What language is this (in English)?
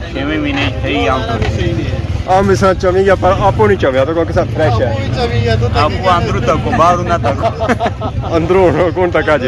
Pahari-Potwari